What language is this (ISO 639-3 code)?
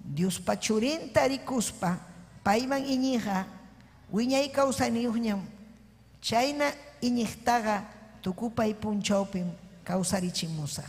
quy